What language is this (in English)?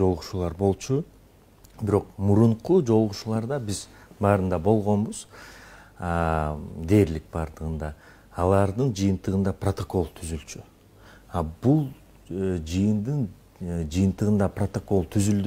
Kyrgyz